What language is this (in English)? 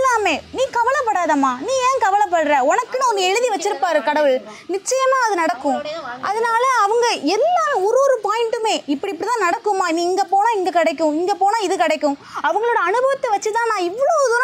Tamil